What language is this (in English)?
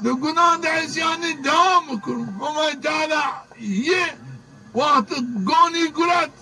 Zaza